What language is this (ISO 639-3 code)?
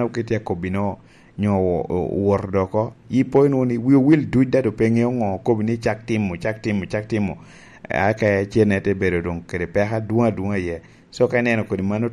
laj